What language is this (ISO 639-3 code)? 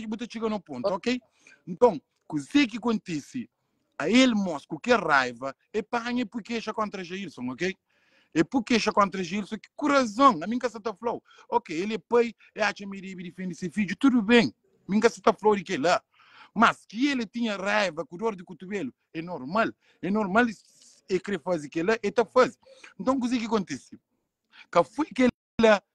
kea